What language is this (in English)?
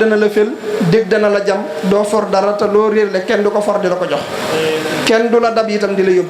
Wolof